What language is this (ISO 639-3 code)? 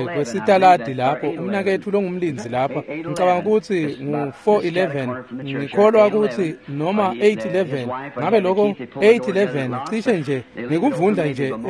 ssw